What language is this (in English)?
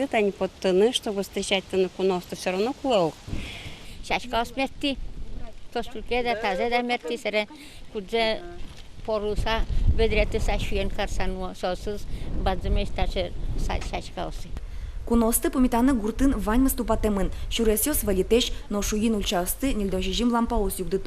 Udmurt